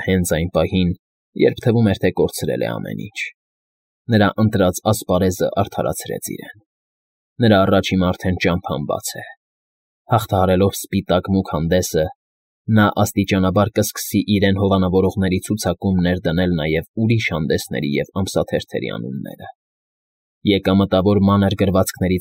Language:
Armenian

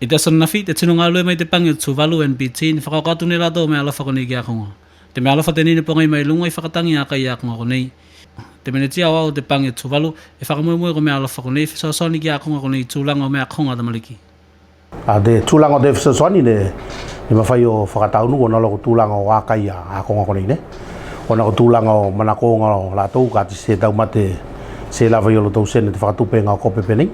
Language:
Tuvalu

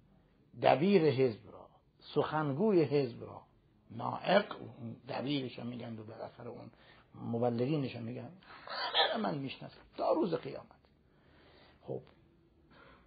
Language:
Persian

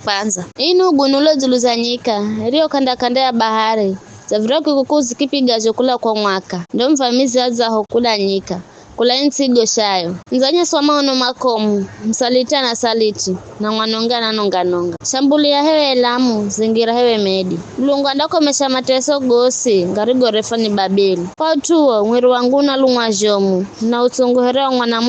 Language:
Giryama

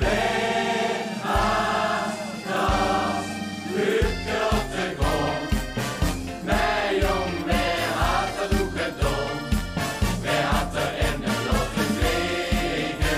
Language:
Limburgish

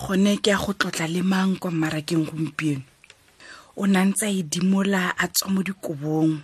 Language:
Tswana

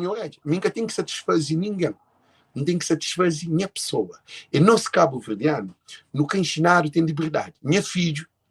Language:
Kabuverdianu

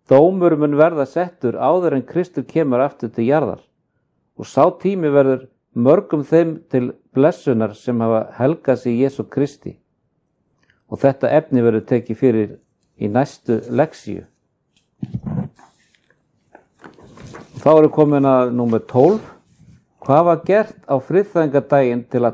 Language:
Icelandic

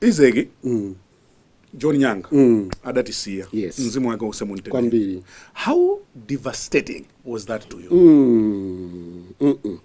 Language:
Nyanja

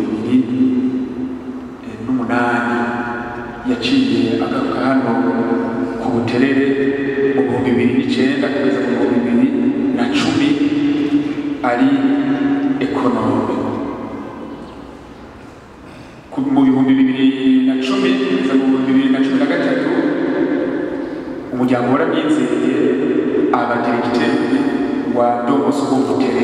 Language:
Rundi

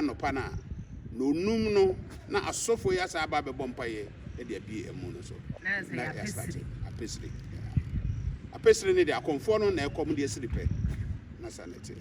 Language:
Akan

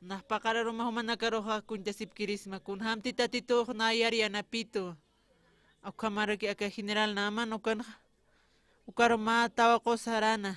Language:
Aymara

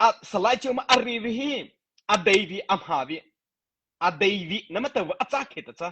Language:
Mara Chin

